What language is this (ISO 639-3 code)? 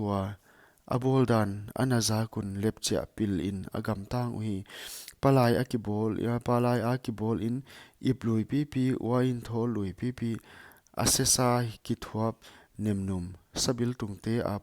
pck